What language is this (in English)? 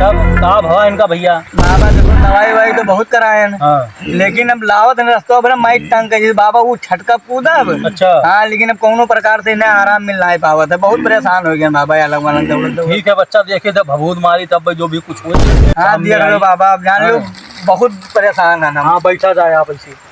Awadhi